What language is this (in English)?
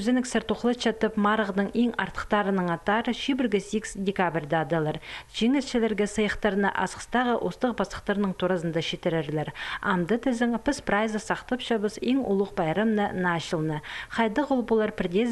Khakas